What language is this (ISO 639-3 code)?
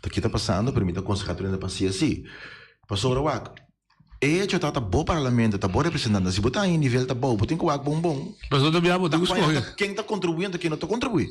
pap